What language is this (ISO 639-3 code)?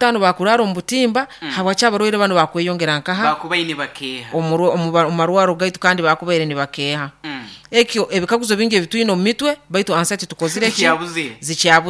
nyo